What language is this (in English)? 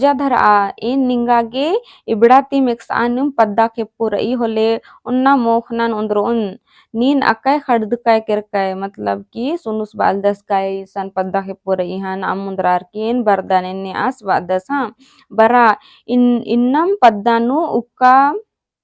Kurukh